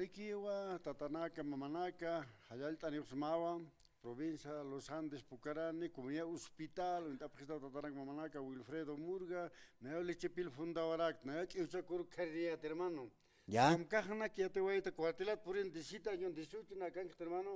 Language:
Aymara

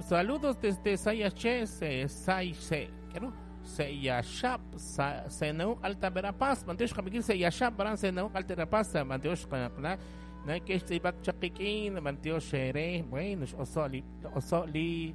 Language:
Kekchí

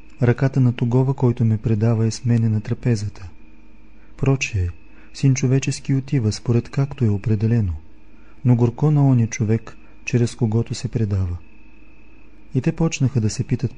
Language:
Bulgarian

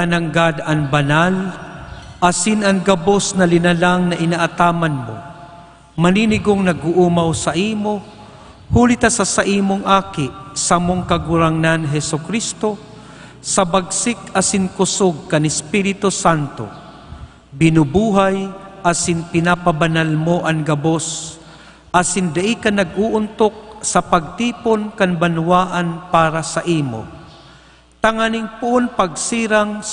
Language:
Bikol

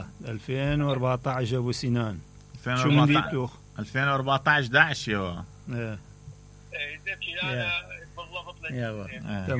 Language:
Mesopotamian Arabic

